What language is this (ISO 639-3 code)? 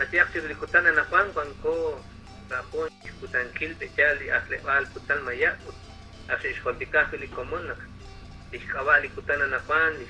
kek